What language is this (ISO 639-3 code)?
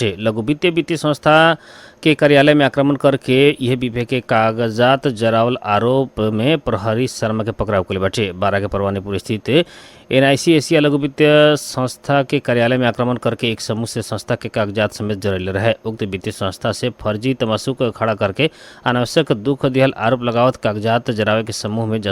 bho